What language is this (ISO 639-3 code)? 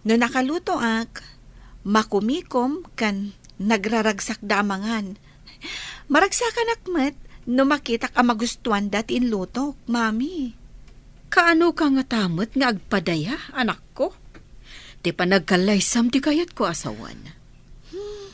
ilo